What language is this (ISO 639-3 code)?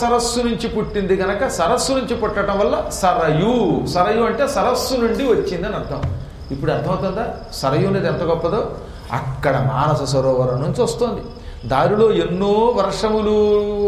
tel